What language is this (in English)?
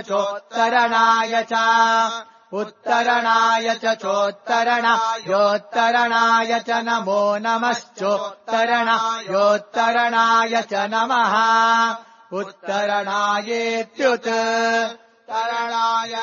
Sanskrit